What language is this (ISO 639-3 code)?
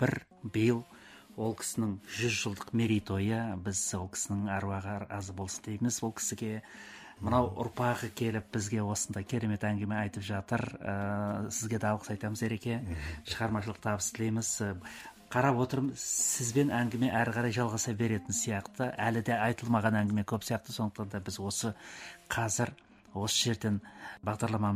kaz